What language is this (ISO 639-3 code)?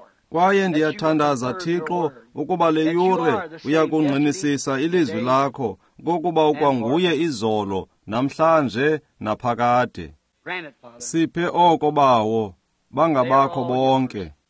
xho